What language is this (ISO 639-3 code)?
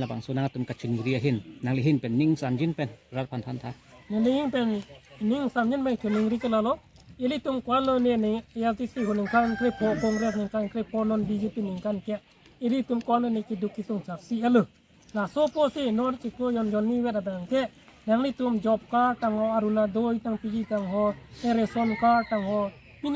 mjw